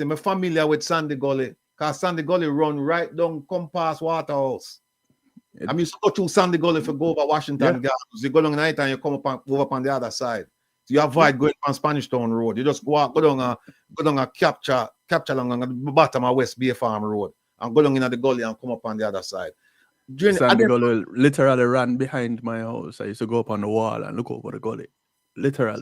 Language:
Jamaican Creole English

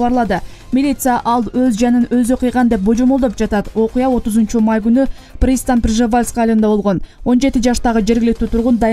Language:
Kyrgyz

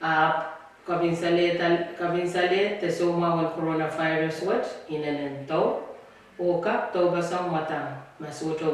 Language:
Pohnpeian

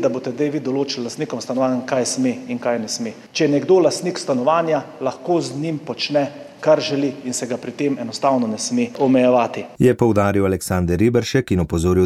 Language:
Slovenian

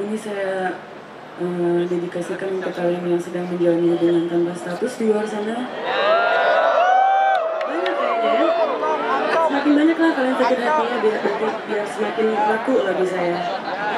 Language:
Indonesian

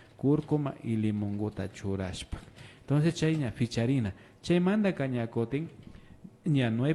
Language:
Imbabura Highland Quichua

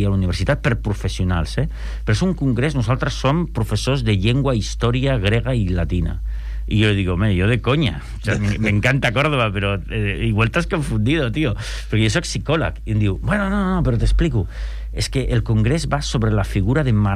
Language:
Catalan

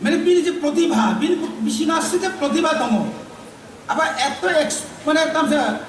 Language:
Kok Borok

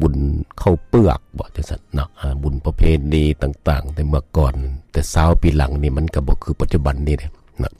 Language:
Lao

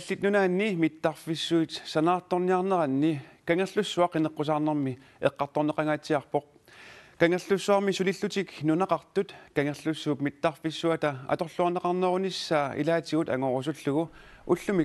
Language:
Kalaallisut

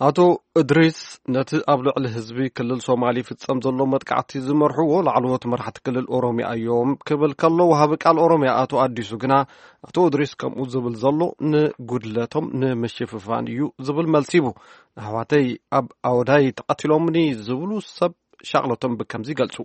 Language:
Tigrinya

